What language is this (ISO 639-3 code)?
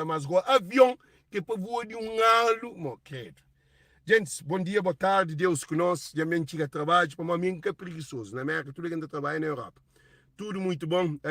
kea